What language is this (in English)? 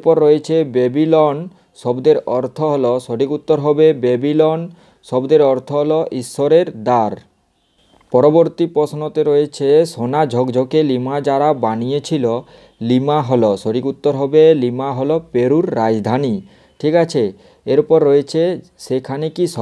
Bangla